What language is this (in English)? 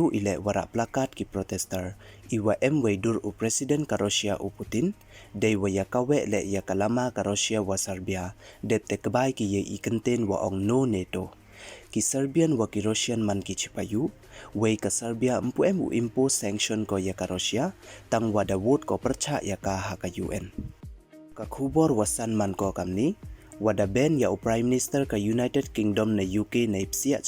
Pnar